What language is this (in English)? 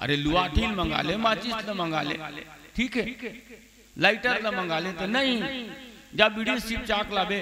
Chhattisgarhi